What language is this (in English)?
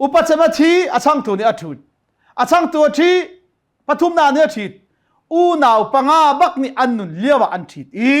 Hakha Chin